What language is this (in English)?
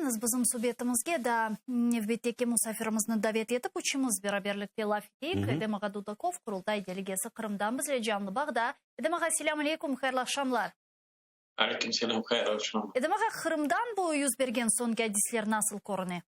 Crimean Tatar